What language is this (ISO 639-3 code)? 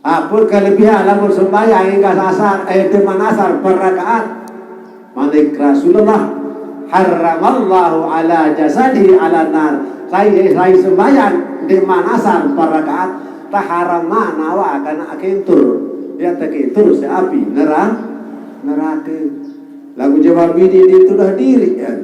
sas